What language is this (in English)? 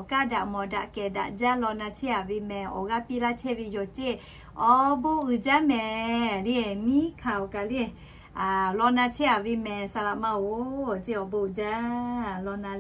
Lahu